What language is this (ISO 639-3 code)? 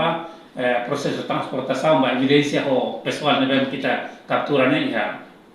tet